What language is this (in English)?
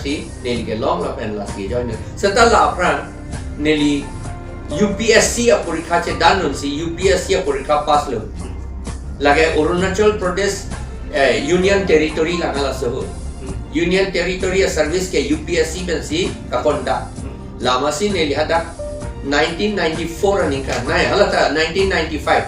Karbi